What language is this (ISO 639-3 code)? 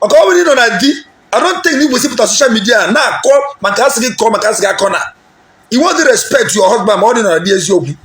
ibo